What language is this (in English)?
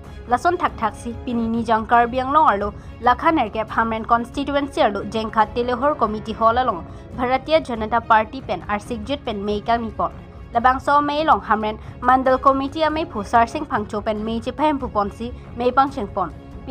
Karbi